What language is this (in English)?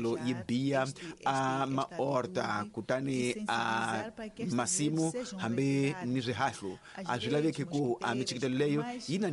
Tsonga